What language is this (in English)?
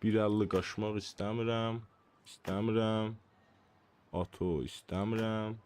South Azerbaijani